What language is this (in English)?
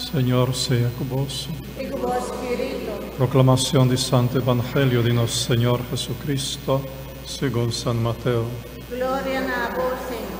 Papiamento